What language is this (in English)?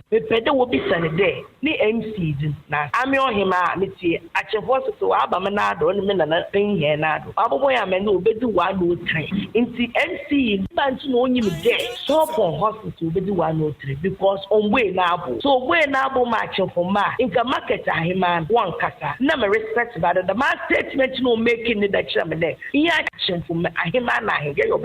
Akan